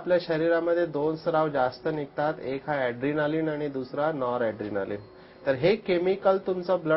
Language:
Marathi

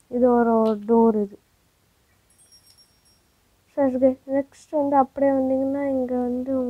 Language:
Tamil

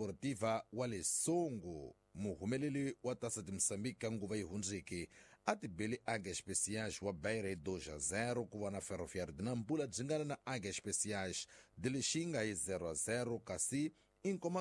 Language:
Tsonga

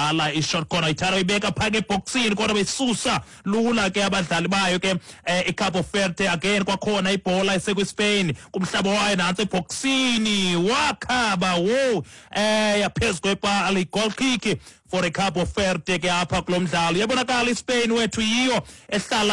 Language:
Xhosa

